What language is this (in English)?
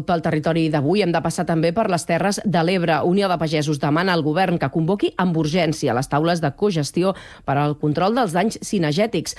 Catalan